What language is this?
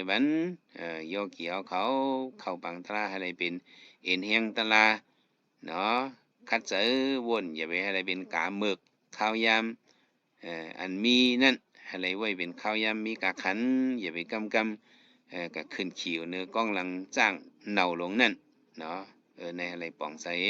Shan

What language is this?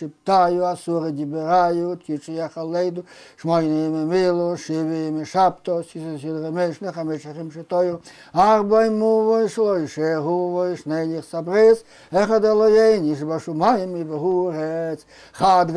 Yiddish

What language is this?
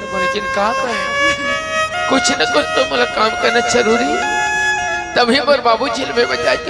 Chhattisgarhi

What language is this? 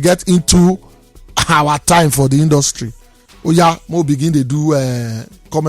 Nigerian Pidgin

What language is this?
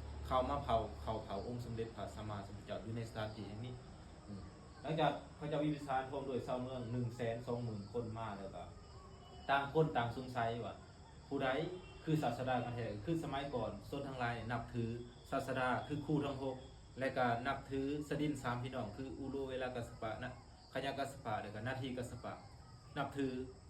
Lao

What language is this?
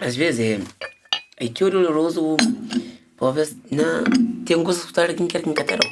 Kabuverdianu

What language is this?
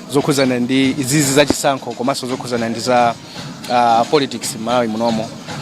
Nyanja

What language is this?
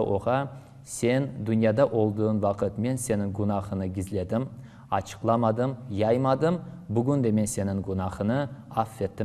Crimean Tatar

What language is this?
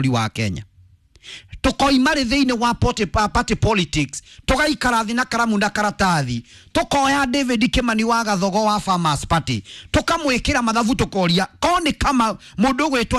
Kikuyu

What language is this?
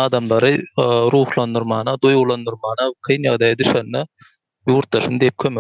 Turkmen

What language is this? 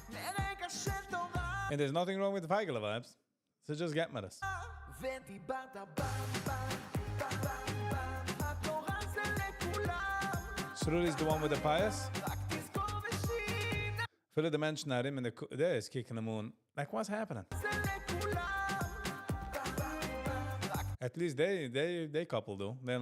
Yiddish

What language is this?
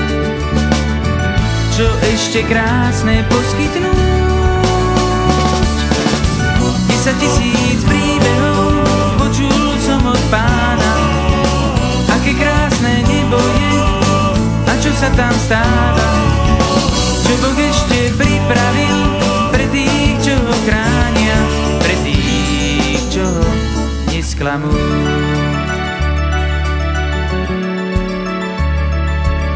Slovak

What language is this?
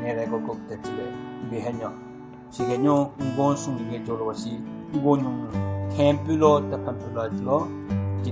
Southern Rengma Naga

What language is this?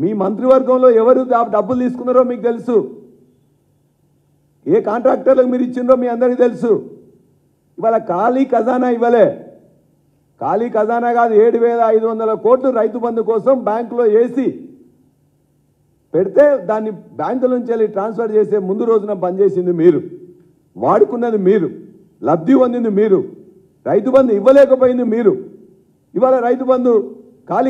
Telugu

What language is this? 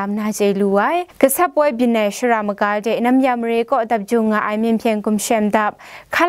Kachin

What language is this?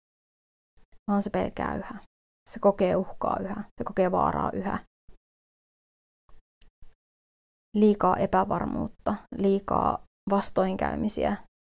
Finnish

